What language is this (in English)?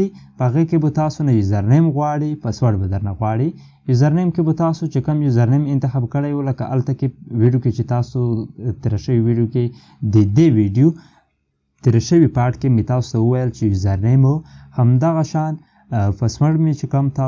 Pashto